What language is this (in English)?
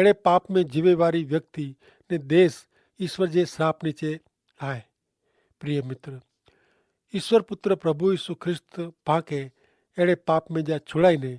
Kachhi